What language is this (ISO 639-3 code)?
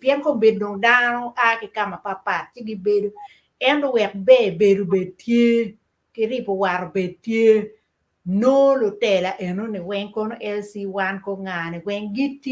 ach